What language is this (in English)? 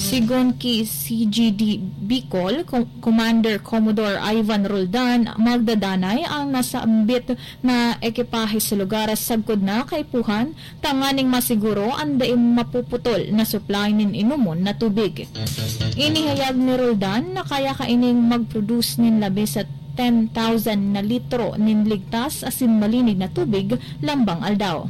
Bikol